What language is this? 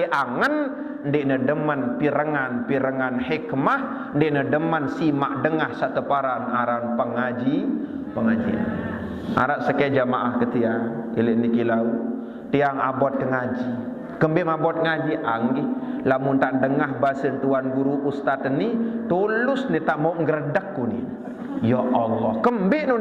Sasak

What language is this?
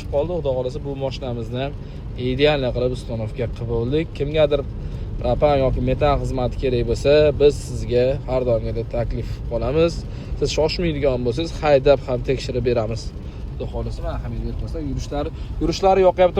Uzbek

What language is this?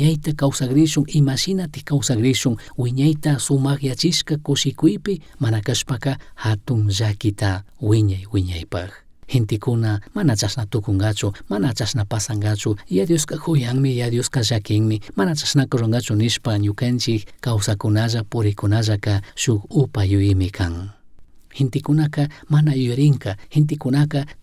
Chimborazo Highland Quichua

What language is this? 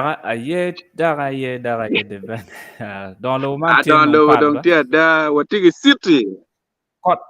Acoli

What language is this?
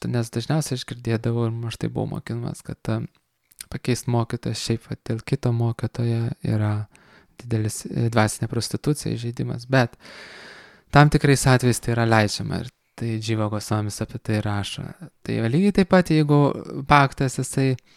Lithuanian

